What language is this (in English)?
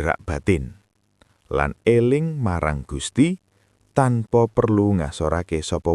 Javanese